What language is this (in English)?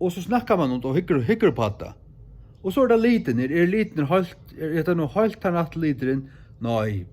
Faroese